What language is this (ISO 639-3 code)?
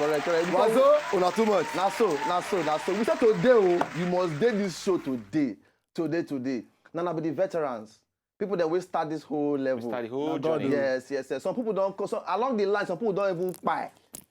pcm